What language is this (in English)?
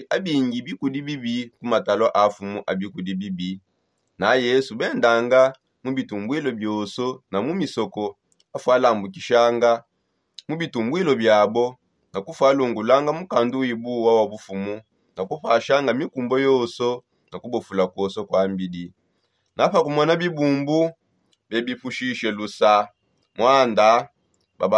Songe